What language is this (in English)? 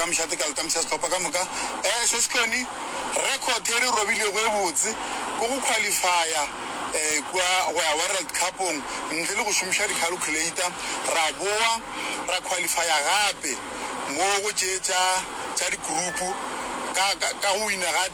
Northern Sotho